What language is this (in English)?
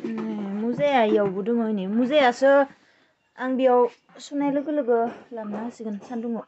Bodo